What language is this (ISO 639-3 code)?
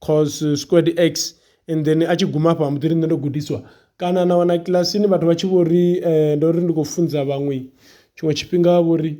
ven